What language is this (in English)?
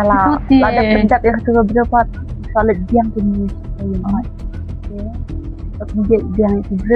Khasi